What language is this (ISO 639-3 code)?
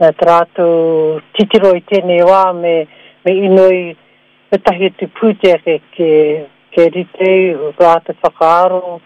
mri